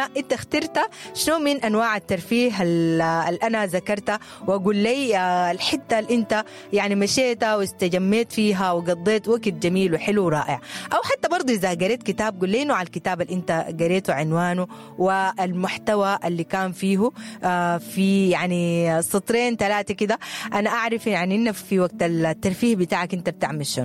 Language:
Sudanese Arabic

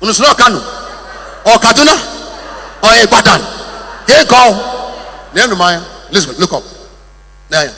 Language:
Igbo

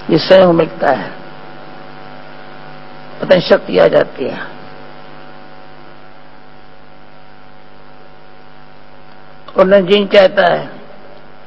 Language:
Hindi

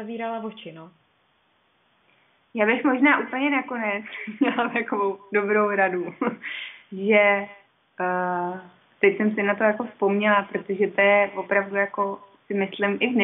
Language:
Czech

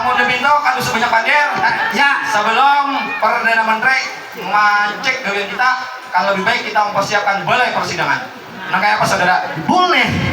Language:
Banjar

